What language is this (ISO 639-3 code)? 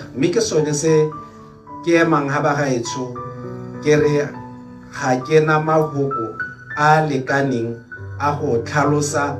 tsn